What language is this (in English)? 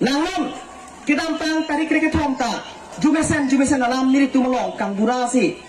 Karbi